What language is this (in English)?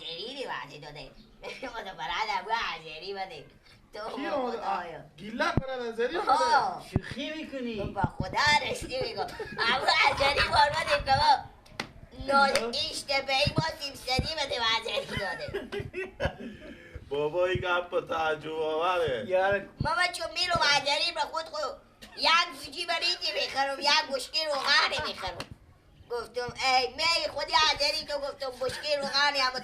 Persian